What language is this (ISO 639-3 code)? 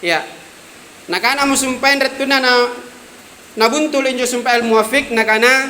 mak